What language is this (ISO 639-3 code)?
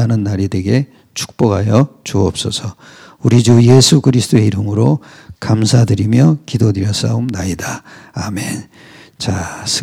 kor